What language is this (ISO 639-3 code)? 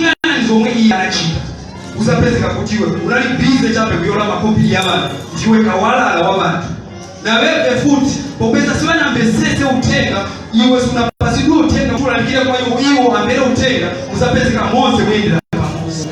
nya